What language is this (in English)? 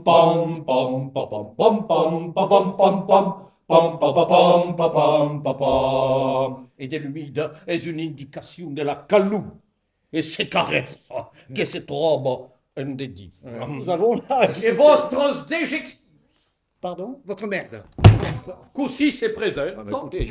Occitan